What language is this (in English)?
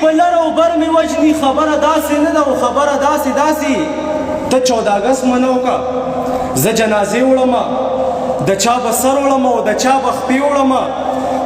Pashto